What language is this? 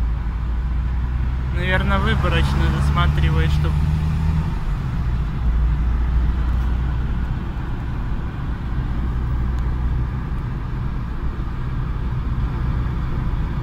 Russian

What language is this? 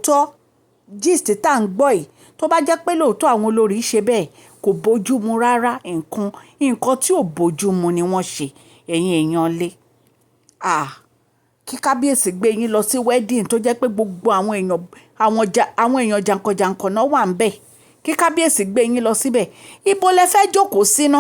Yoruba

